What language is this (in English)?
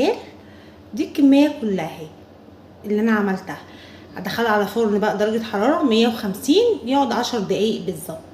Egyptian Arabic